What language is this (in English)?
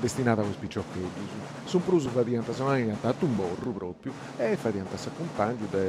Sardinian